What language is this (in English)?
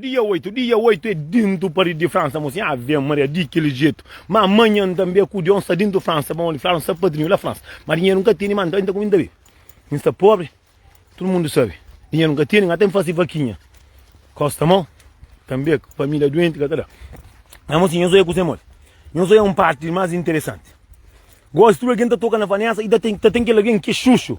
Kabuverdianu